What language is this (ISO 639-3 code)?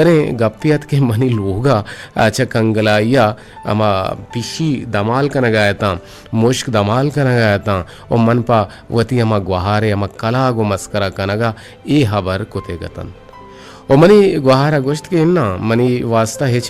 bgp